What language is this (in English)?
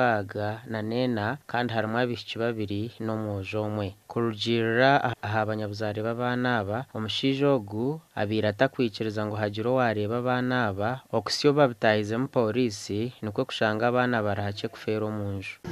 Nyankole